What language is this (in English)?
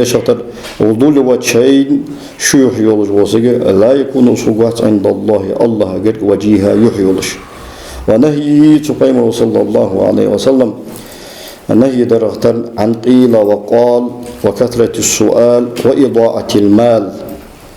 Ingush